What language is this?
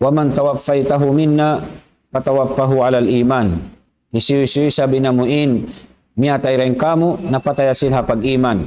Tausug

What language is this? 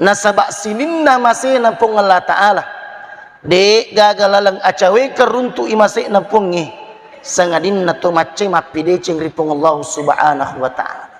Buginese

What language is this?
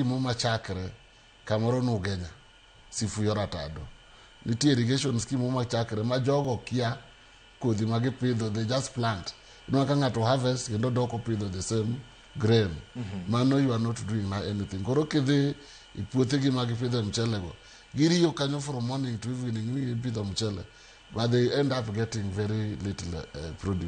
Luo (Kenya and Tanzania)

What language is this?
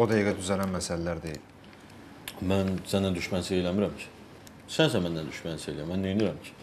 Azerbaijani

